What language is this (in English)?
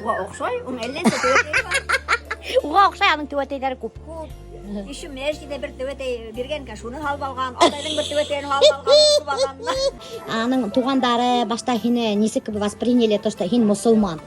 Bashkir